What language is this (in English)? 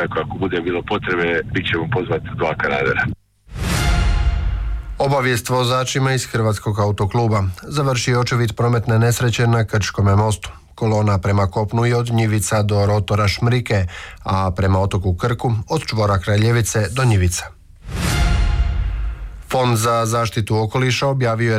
Croatian